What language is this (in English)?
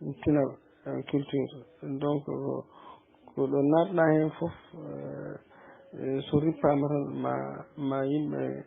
Fula